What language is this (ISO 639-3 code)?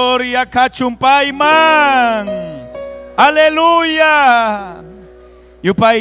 quy